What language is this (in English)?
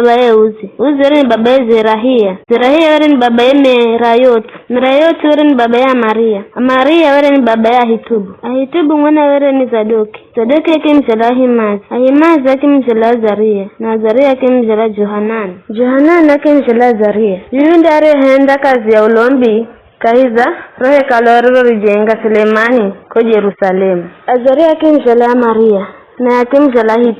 Giryama